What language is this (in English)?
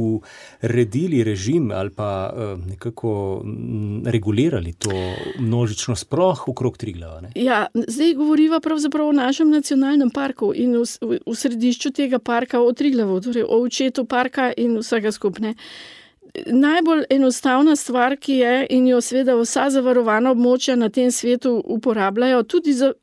Slovenian